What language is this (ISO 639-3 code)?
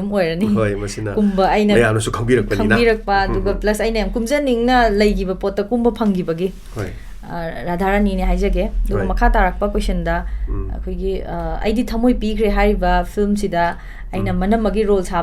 mni